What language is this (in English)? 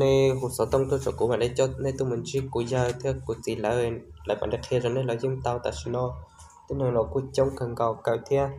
Hmong